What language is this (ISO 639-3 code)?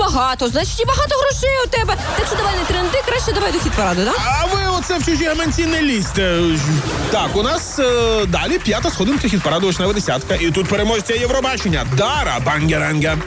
ukr